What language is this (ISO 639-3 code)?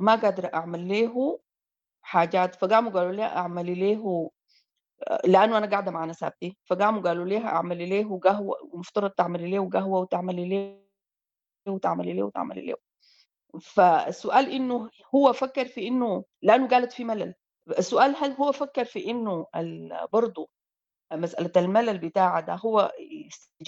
apd